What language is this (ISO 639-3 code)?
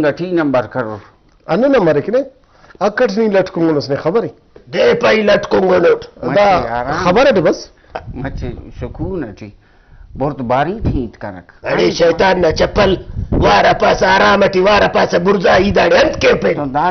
brh